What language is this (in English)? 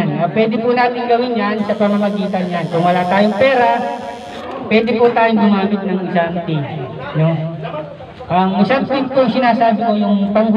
Filipino